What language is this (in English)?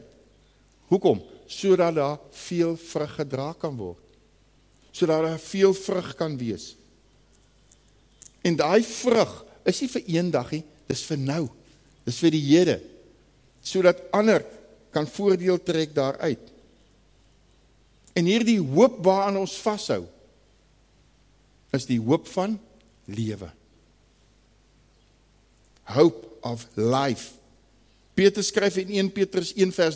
Afrikaans